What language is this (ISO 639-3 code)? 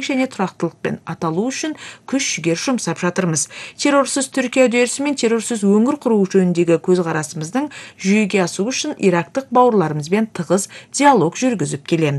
kir